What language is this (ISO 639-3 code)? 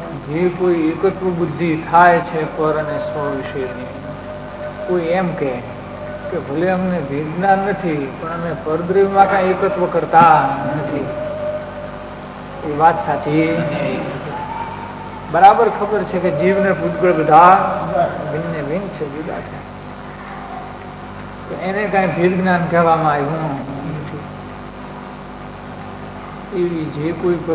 guj